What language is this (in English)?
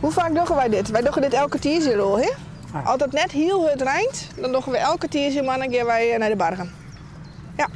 Western Frisian